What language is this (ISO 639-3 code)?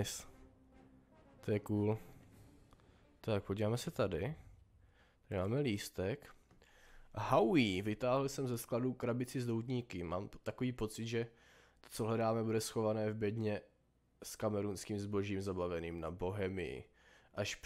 ces